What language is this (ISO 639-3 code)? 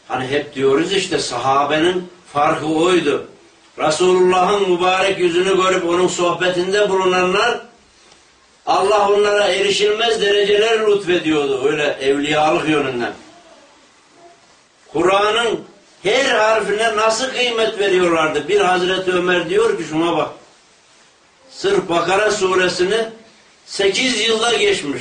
tur